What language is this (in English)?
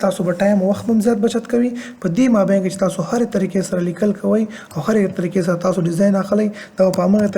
Pashto